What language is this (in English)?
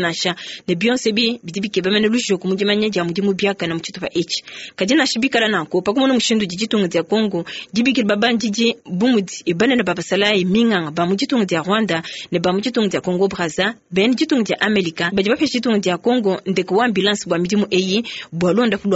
Luba-Lulua